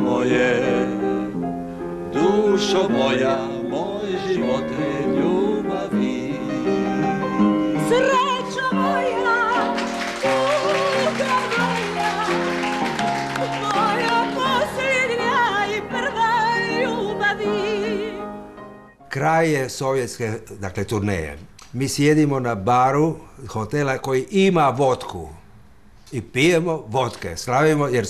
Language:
Croatian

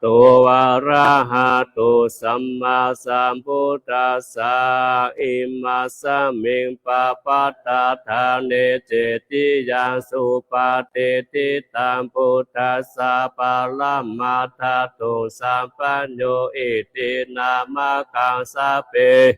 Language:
Pali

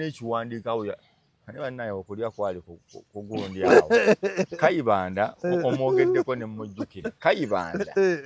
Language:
Ganda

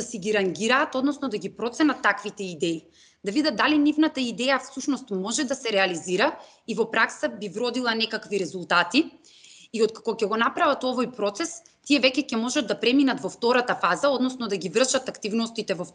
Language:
Macedonian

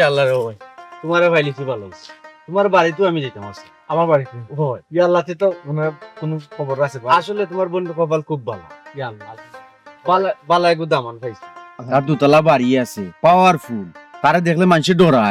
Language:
Sylheti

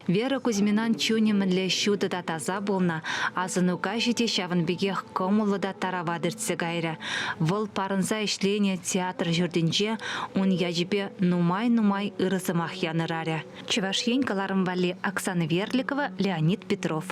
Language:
Chuvash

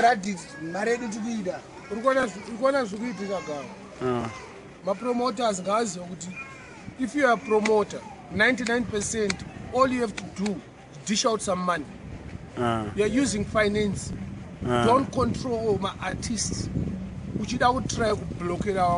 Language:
Shona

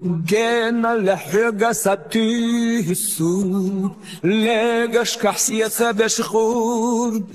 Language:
Chechen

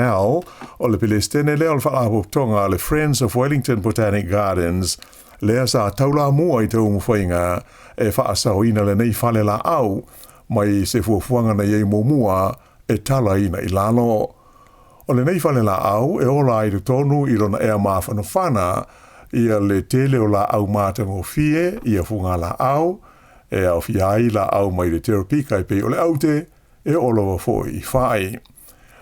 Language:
Samoan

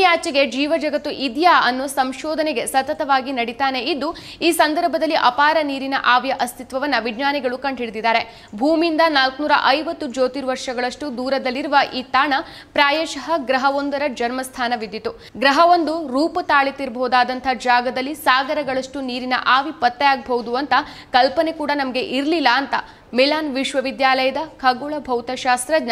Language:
Kannada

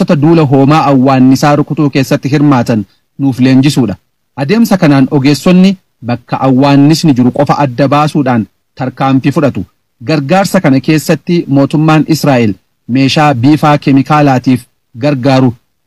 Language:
Oromo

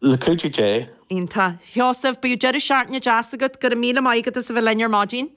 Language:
Irish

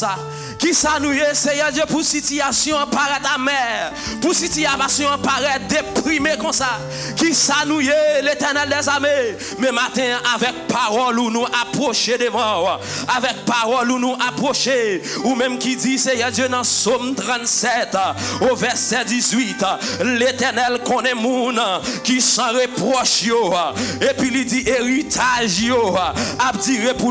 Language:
Haitian Creole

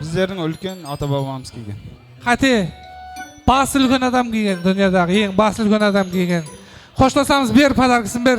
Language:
Kara-Kalpak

